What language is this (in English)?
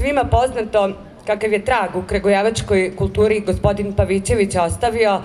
Serbian